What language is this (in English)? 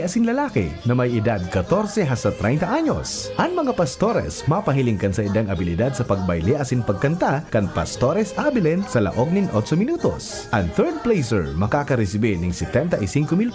Bikol